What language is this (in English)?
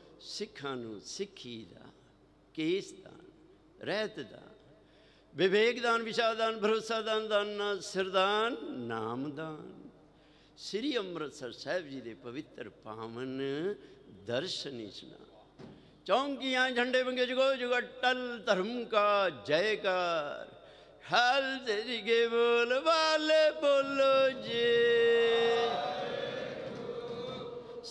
Punjabi